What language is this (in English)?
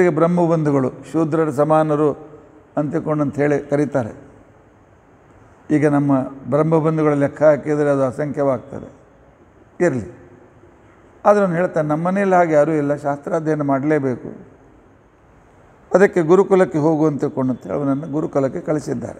Kannada